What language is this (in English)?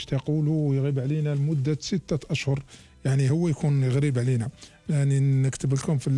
Algerian Arabic